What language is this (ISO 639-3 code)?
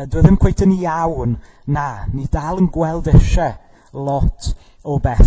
cym